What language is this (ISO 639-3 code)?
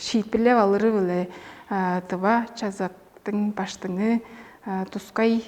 tyv